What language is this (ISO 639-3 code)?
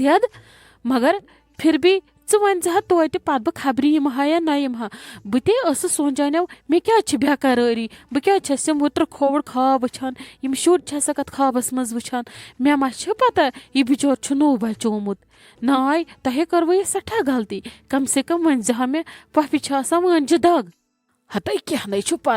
kas